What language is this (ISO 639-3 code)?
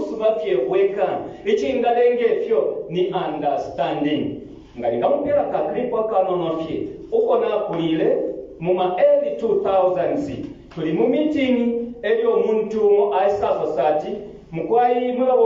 bem